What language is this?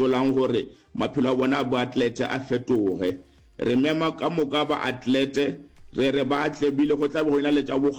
Northern Sotho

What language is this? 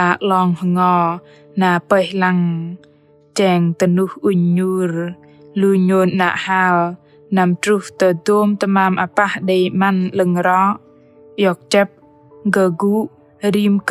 Bahnar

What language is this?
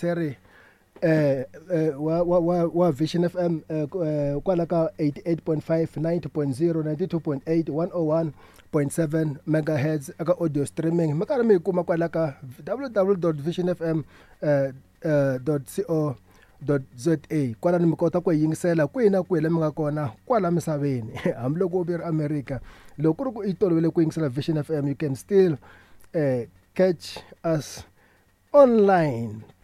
Tsonga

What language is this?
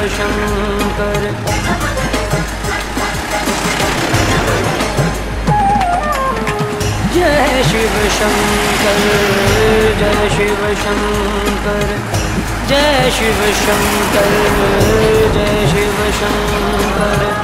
Hindi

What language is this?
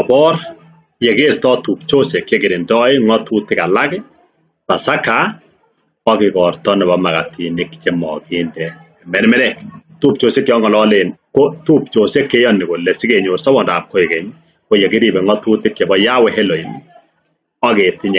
Kalenjin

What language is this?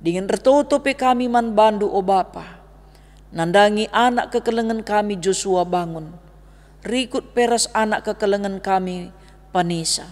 Batak Karo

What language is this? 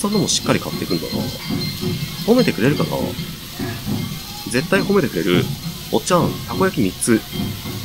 Japanese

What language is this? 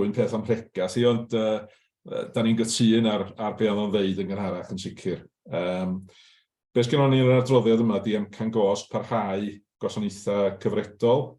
Welsh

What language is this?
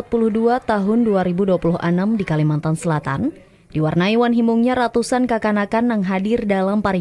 Banjar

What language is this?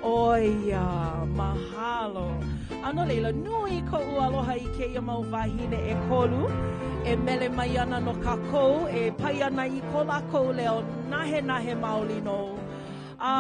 Hawaiian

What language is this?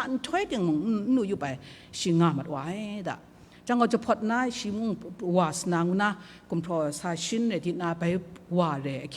Kachin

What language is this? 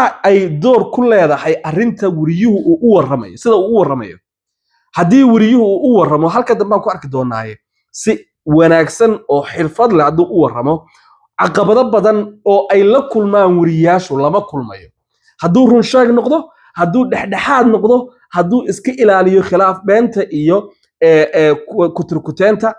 Somali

